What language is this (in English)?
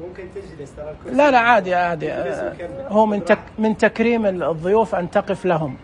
Najdi Arabic